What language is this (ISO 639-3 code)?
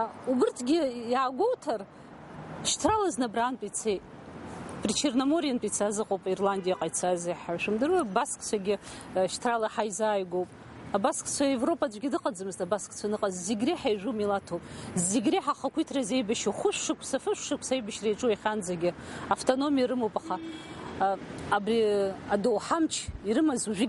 abk